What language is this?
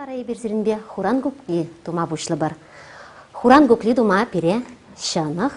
Chuvash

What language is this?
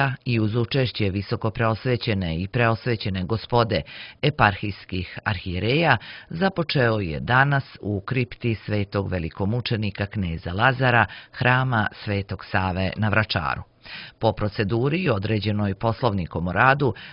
Serbian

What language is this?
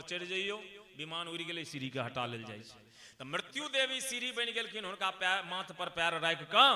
Maithili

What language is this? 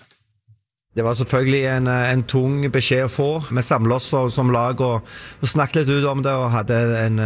Norwegian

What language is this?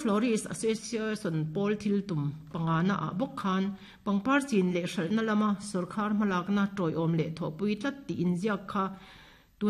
Mizo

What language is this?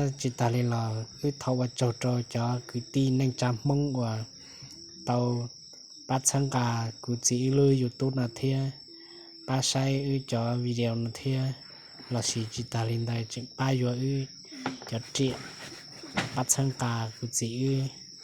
Hmong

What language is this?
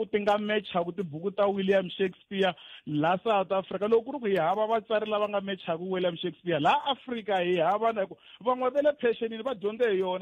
Tsonga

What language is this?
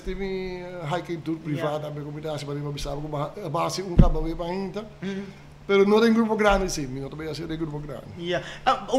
Papiamento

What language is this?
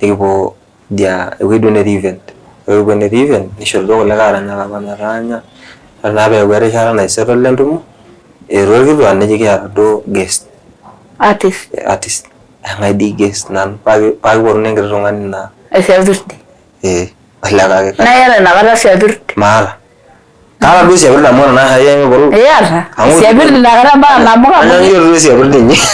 Masai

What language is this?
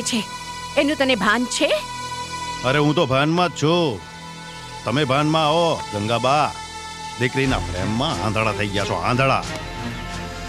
Gujarati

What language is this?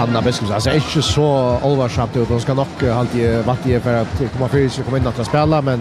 Faroese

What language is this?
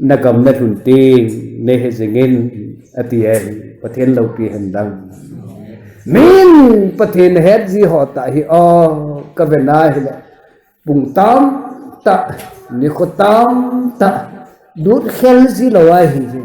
Thado Chin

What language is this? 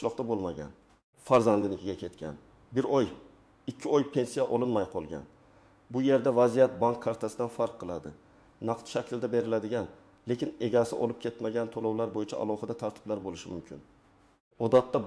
Uzbek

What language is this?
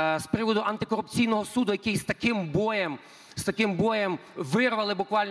Ukrainian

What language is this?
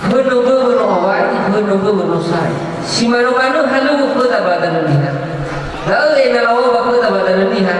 Nias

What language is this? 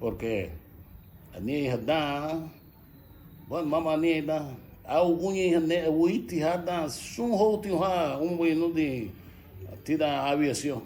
Garifuna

